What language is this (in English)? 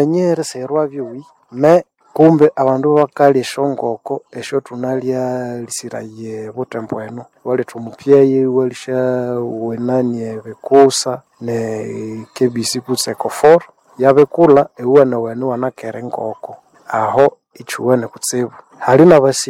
Nande